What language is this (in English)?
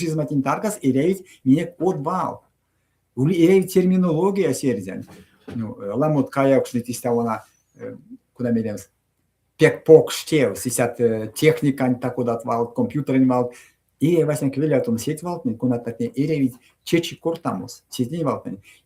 Erzya